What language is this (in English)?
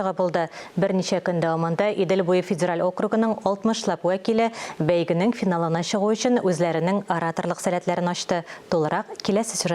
Tatar